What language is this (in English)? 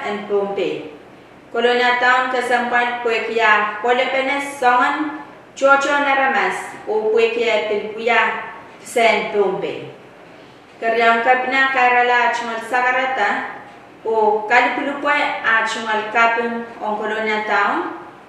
Pohnpeian